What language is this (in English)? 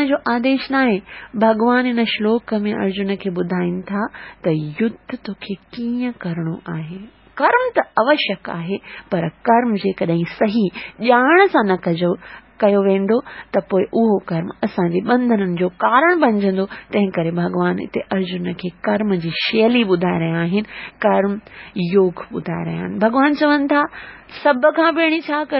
Sindhi